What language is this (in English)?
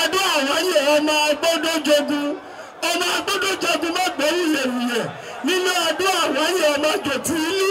Yoruba